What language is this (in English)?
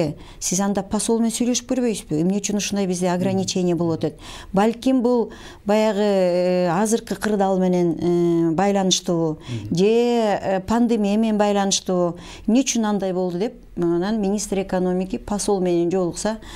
Kyrgyz